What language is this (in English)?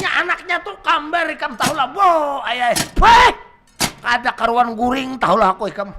Banjar